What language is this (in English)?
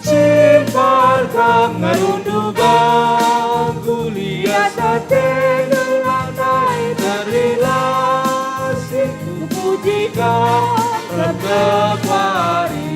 Batak Karo